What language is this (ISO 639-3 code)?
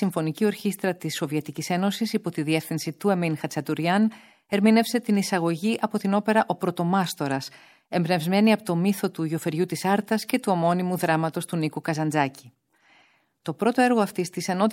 ell